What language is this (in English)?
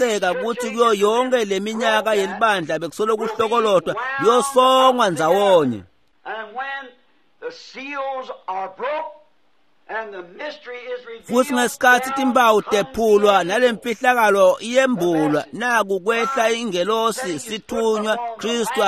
Swati